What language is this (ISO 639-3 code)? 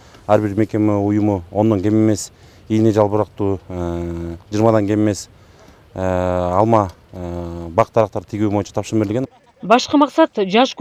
kir